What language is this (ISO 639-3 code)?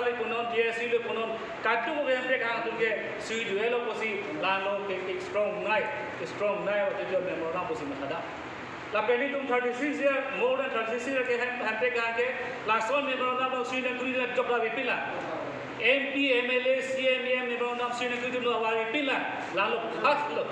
mjw